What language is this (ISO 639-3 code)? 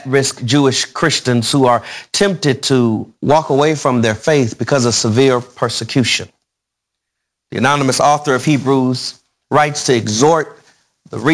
eng